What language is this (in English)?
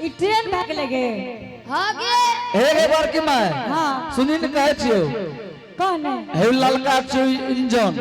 Angika